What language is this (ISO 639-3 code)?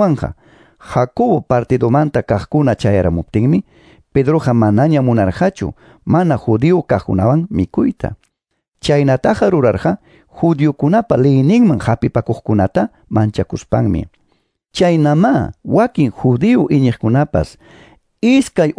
que